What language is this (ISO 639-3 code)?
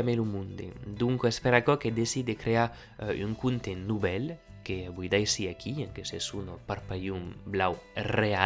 oci